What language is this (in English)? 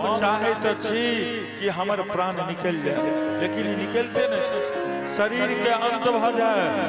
Maithili